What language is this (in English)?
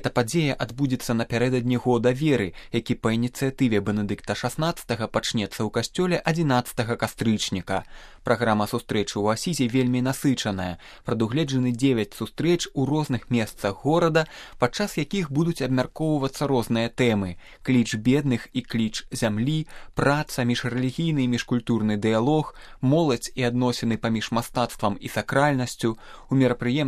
Belarusian